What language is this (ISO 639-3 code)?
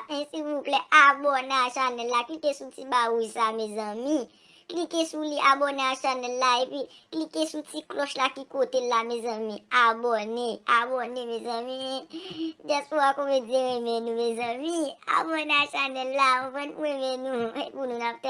hat